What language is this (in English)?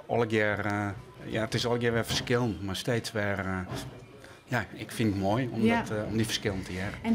Western Frisian